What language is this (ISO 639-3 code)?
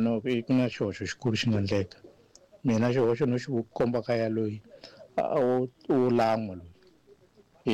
tso